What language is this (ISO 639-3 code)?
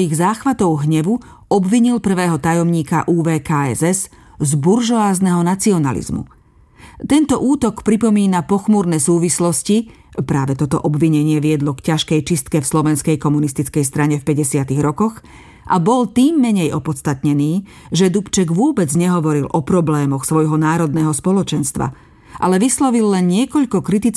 slk